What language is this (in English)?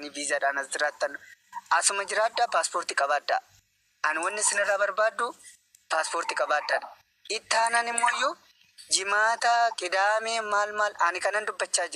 Oromo